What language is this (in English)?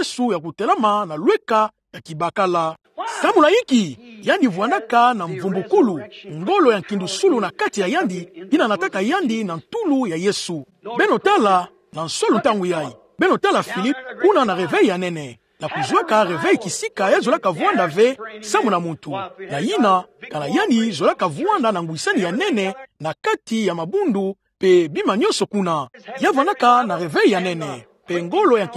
Kituba (Democratic Republic of Congo)